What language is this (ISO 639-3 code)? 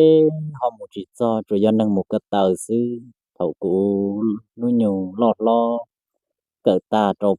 hmn